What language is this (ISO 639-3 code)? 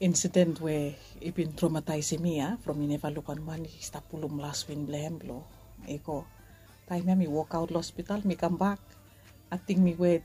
bis